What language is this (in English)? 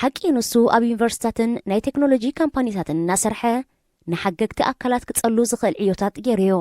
Tigrinya